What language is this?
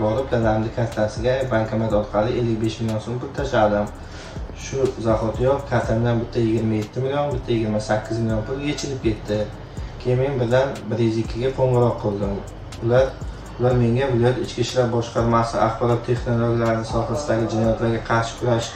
Uzbek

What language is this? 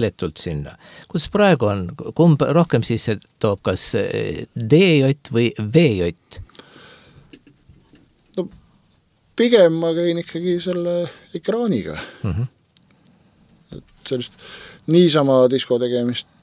Estonian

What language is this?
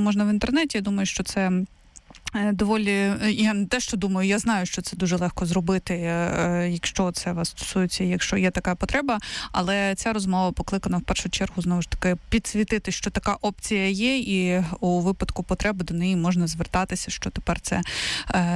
Ukrainian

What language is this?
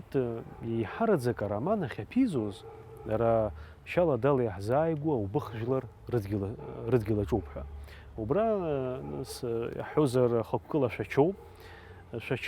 Abkhazian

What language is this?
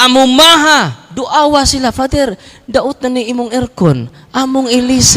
Cebuano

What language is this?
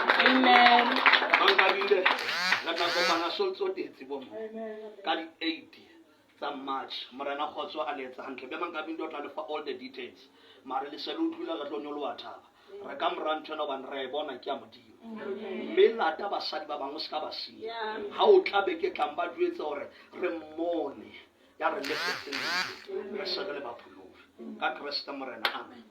Southern Sotho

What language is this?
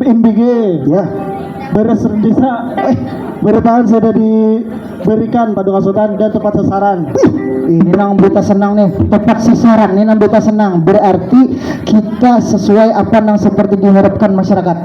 Banjar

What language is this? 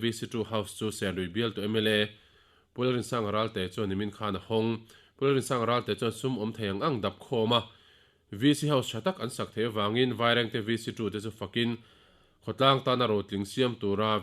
Mizo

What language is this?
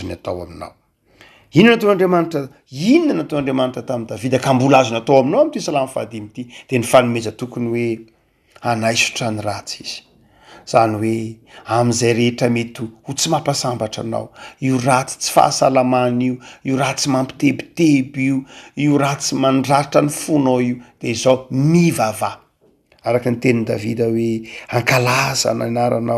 Malagasy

